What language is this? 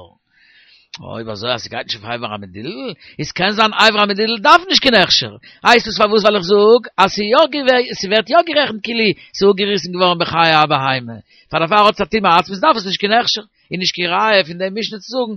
Yiddish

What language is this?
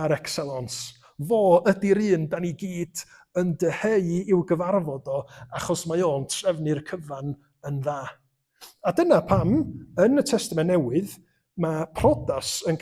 Welsh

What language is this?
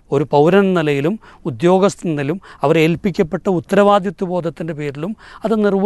Malayalam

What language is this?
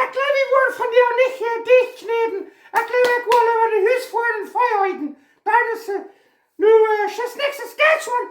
Plautdietsch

